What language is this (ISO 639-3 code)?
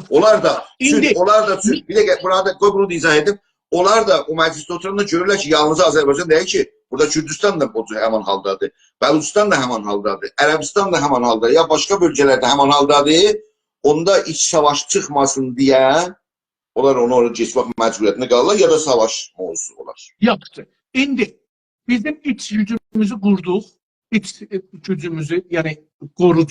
azb